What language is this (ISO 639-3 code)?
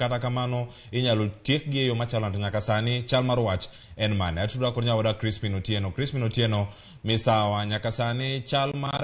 luo